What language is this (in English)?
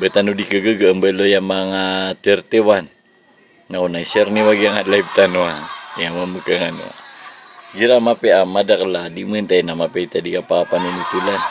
Maranao